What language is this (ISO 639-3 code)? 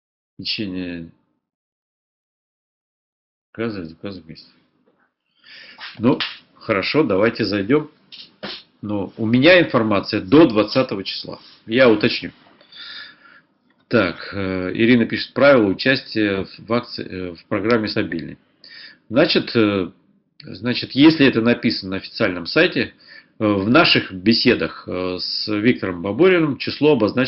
rus